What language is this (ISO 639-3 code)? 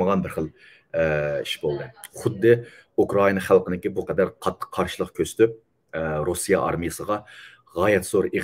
uig